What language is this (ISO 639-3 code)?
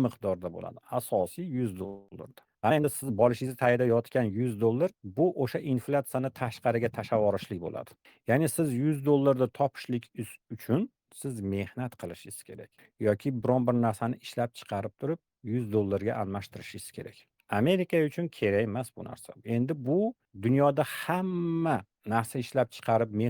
uzb